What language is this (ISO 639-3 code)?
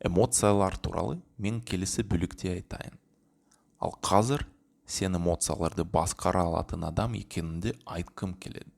kaz